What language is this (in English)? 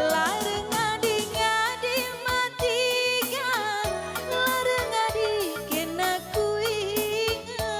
Batak Karo